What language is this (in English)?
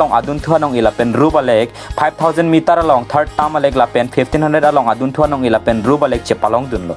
Karbi